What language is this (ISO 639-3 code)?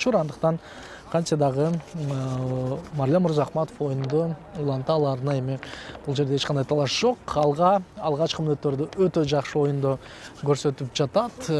kir